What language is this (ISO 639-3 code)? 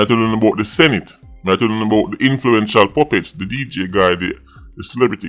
jam